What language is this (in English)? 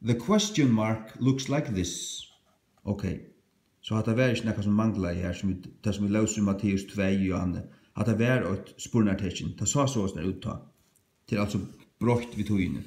Faroese